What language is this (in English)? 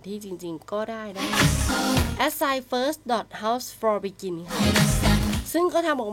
Thai